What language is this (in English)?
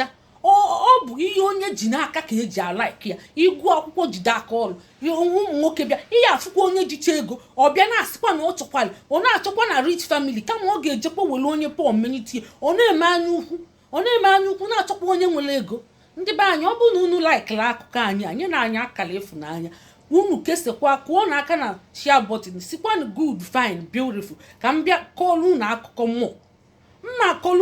Igbo